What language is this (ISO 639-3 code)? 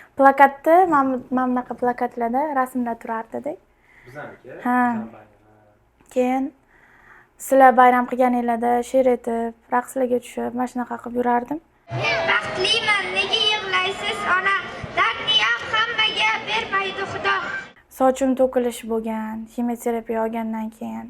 uzb